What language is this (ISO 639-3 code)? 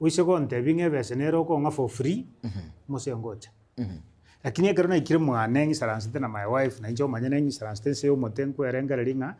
guz